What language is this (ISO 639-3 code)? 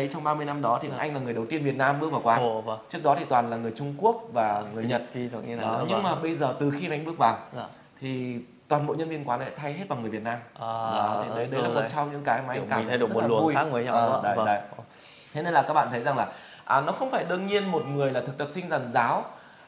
vie